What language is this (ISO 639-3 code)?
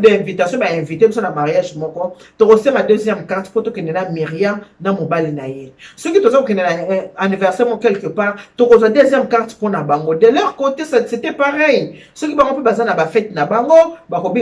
lin